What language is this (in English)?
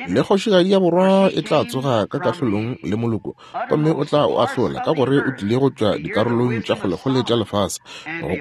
Northern Sotho